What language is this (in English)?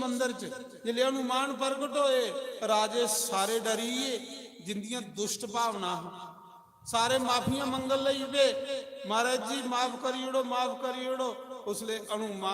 Dogri